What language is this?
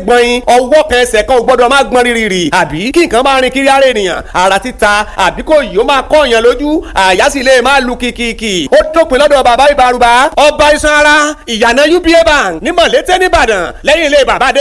Yoruba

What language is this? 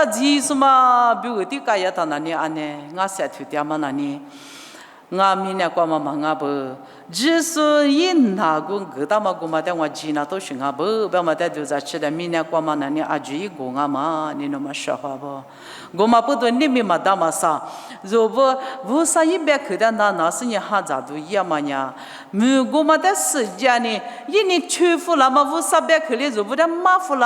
Lisu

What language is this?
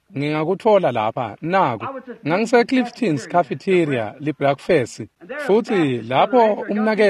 Swati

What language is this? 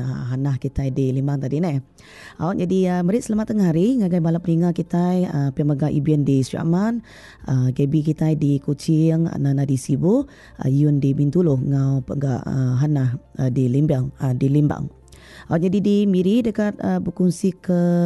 Iban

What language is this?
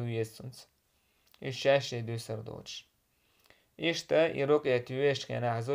Chechen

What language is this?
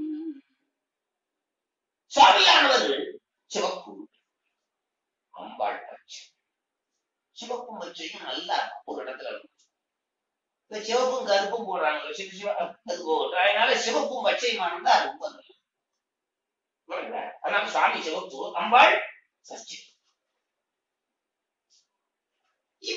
Tamil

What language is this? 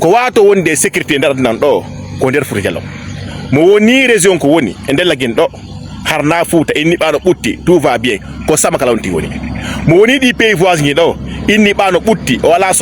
Fula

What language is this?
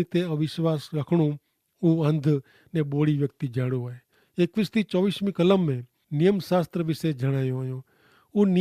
Kachhi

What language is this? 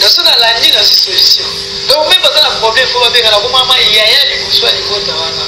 Lingala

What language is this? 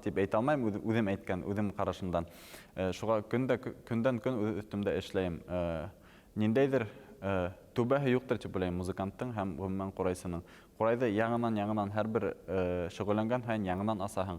Bashkir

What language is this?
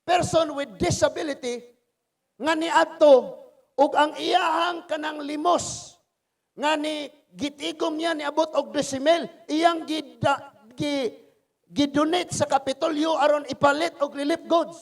Cebuano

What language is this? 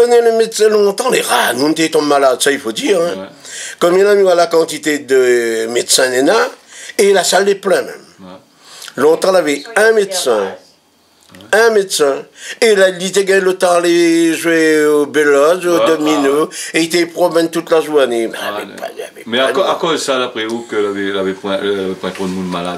Réunion Creole French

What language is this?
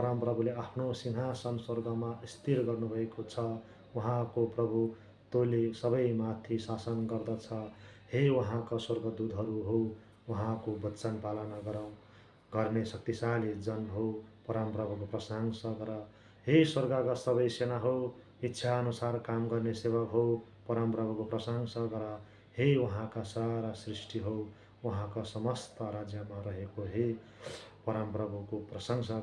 Nepali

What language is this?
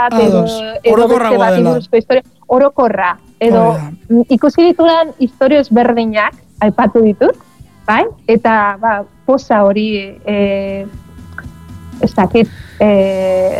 Basque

